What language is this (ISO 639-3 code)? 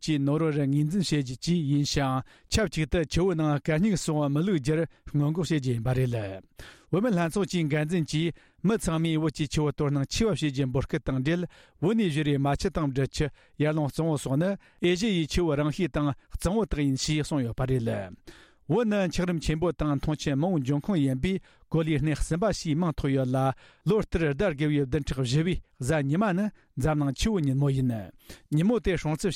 bod